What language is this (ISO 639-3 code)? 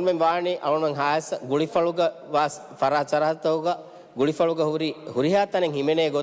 div